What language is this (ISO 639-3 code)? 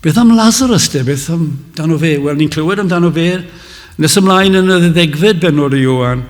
cym